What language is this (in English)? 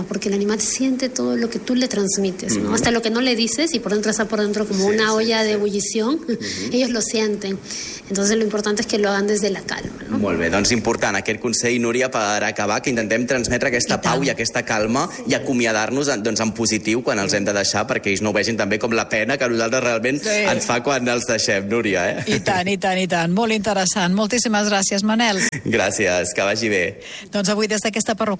Catalan